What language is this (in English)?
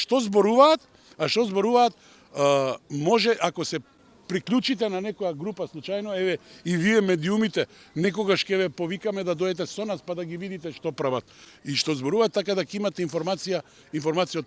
Macedonian